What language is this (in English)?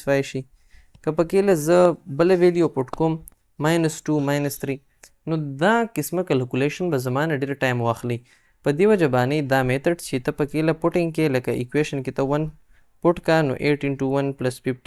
Pashto